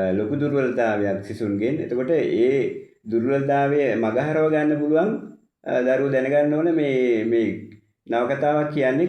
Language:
Sinhala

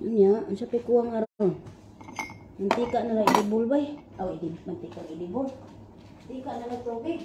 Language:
Cebuano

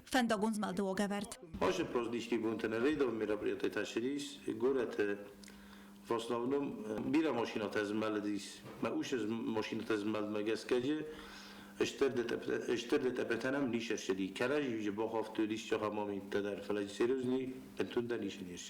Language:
Ossetic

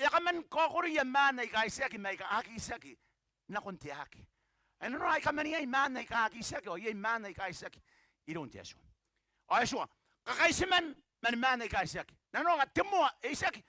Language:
Gilbertese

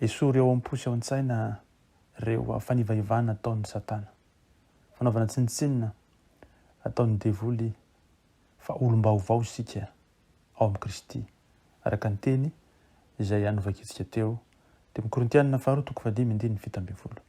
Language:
Malagasy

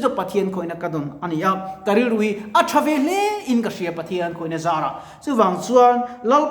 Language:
Mizo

